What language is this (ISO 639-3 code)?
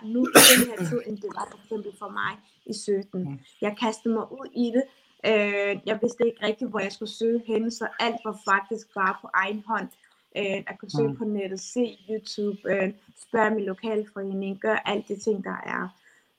dan